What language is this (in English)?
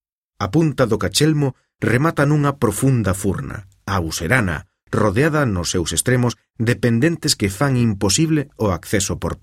Galician